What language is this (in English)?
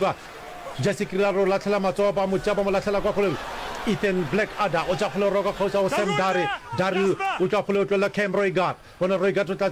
Northern Sotho